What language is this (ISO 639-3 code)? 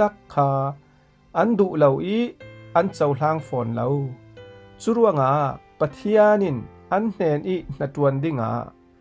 cfm